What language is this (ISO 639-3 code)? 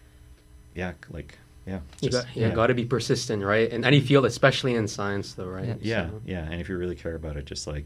eng